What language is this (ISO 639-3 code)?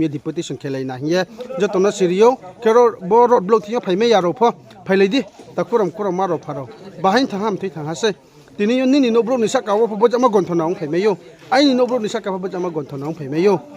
ria